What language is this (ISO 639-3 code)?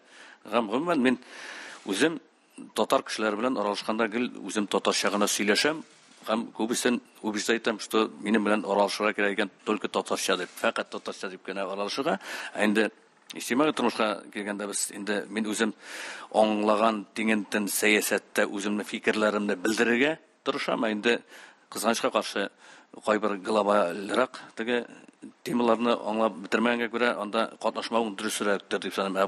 tat